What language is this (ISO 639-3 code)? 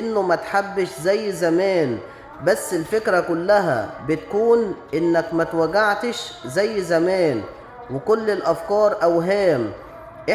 arz